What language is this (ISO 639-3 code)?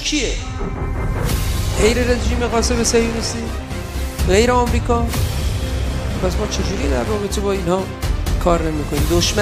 fas